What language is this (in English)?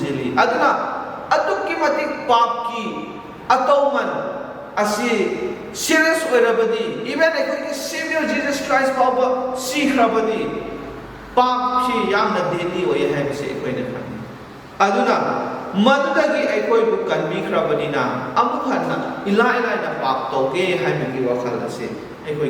Manipuri